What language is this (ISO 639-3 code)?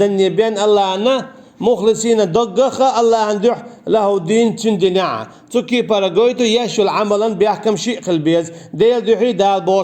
che